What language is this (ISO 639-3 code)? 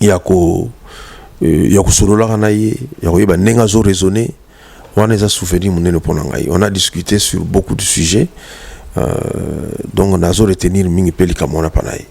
lin